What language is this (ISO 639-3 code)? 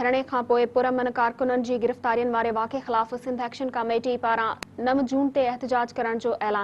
snd